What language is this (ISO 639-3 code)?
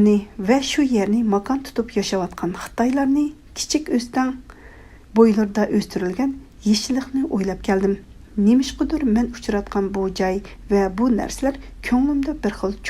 uig